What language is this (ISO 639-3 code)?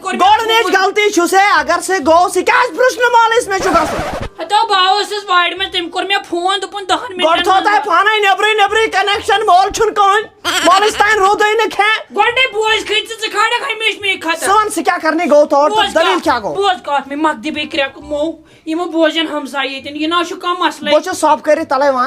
kas